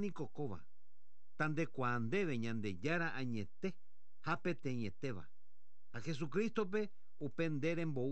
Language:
Guarani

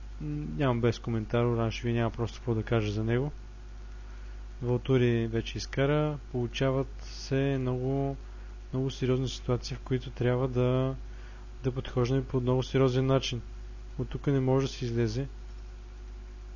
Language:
Bulgarian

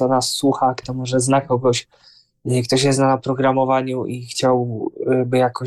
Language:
Polish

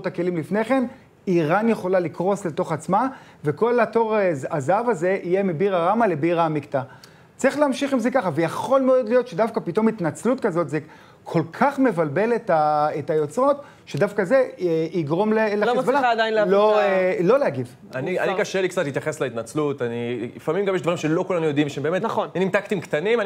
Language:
Hebrew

